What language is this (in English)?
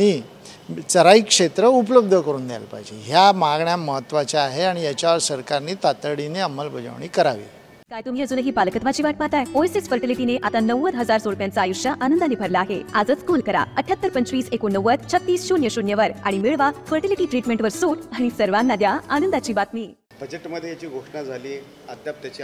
Marathi